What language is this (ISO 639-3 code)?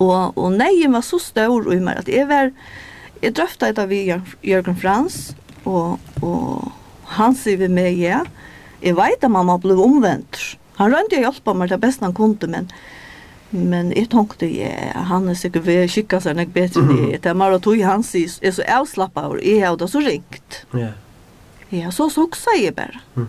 fao